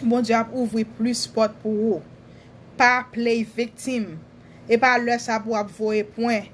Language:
Haitian Creole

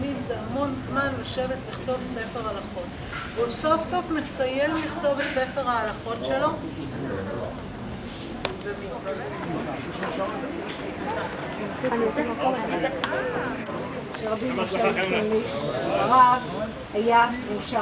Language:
Hebrew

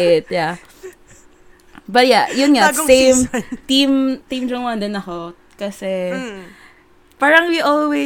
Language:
Filipino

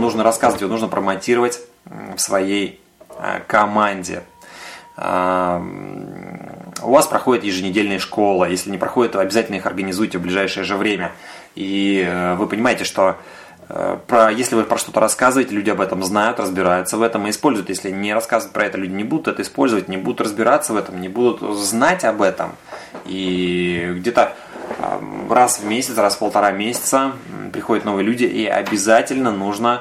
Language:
Russian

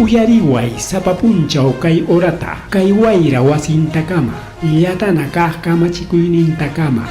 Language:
Ayacucho Quechua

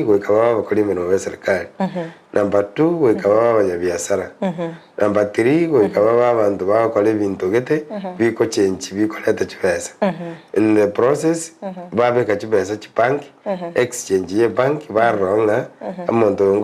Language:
Gusii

